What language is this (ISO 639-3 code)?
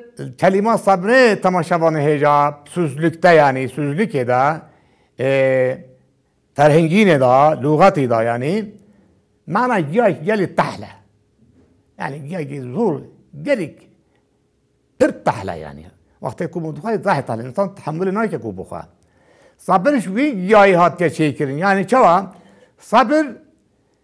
kur